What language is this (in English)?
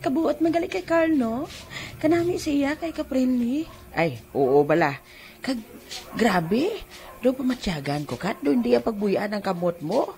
Hiligaynon